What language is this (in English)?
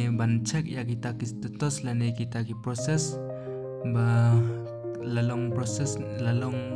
Khasi